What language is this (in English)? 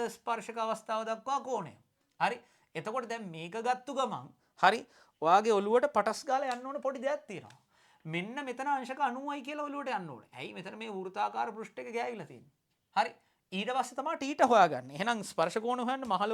Sinhala